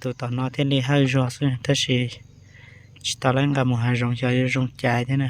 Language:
Hmong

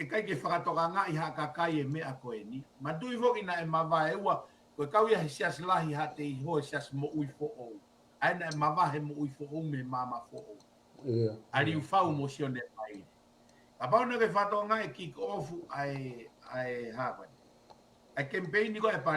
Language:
Tongan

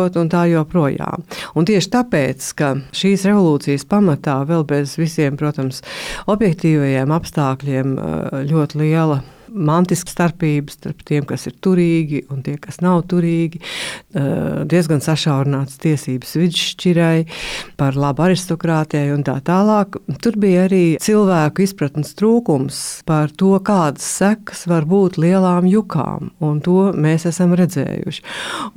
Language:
Latvian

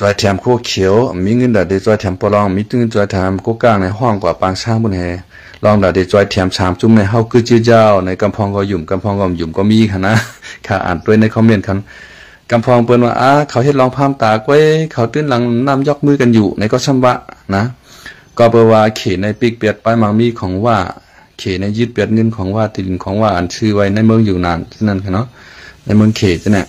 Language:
Shan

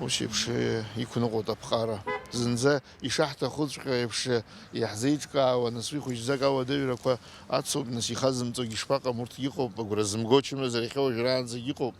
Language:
Abkhazian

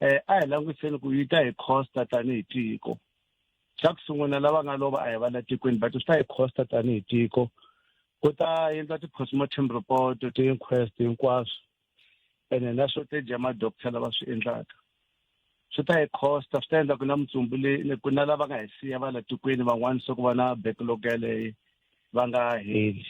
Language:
Tsonga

